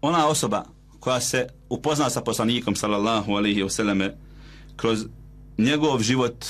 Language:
Bosnian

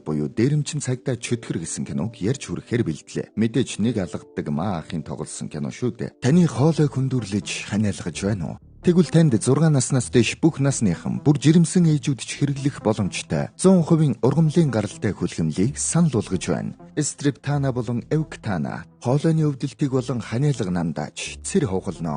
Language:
Mongolian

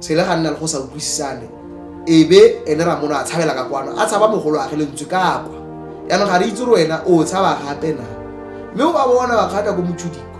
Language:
Tswana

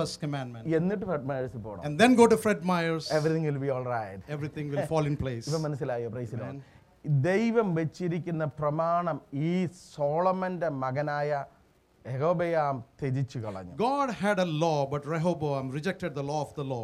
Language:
Malayalam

